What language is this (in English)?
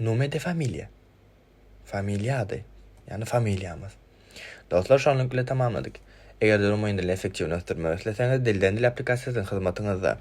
Turkmen